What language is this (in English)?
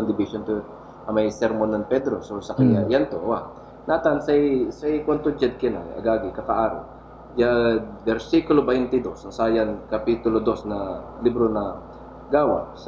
Pangasinan